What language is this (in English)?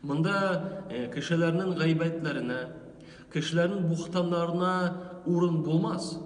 Tatar